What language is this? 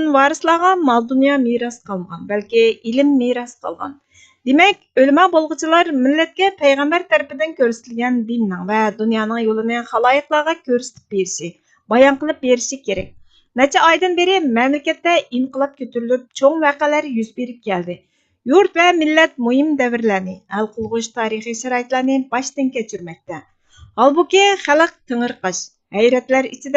Uyghur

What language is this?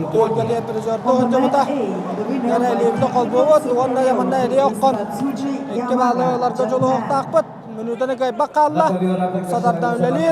Yakut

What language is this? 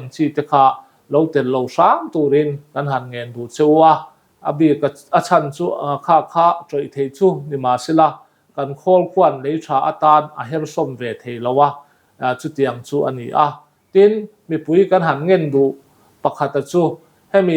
Mizo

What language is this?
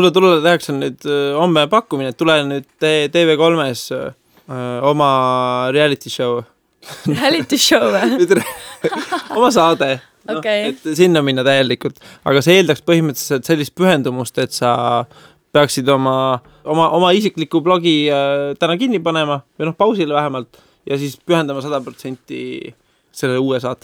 Estonian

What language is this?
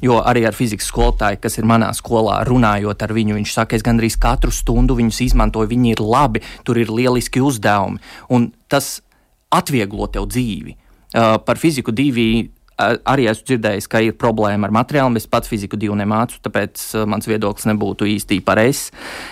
Latvian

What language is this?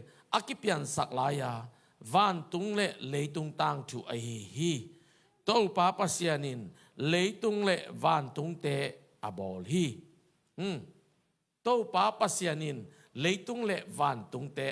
Tedim Chin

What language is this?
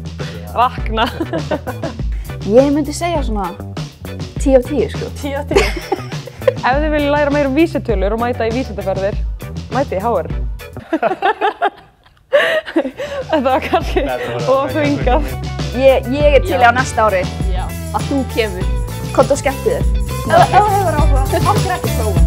Icelandic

